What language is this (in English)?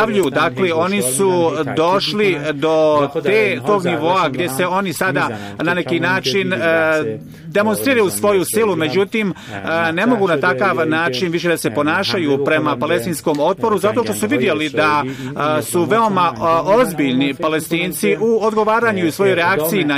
Bosnian